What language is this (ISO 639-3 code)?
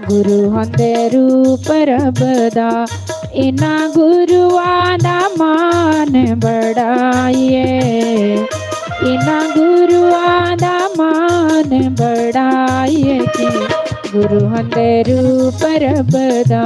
doi